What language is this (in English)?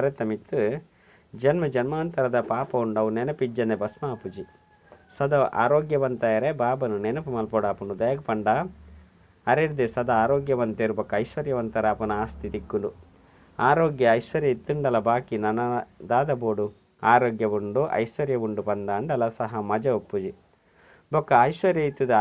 Tulu